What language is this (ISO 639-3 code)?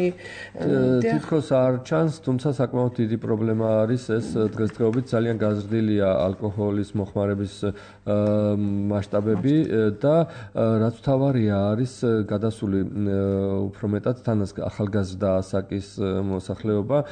kat